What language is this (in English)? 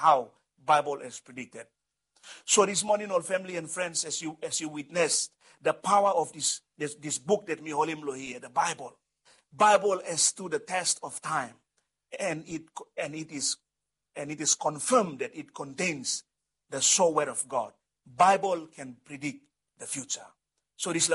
Bislama